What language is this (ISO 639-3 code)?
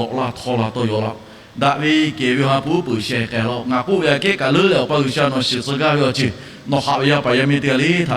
lhu